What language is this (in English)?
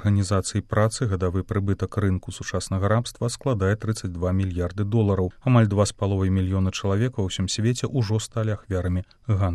Belarusian